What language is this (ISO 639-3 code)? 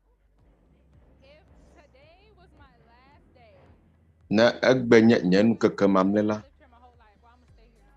ewe